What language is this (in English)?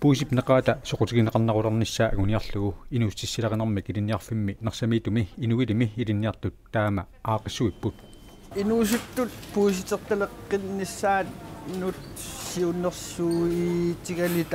Kalaallisut